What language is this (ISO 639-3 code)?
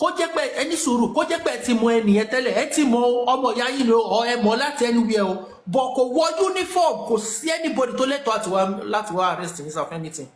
yor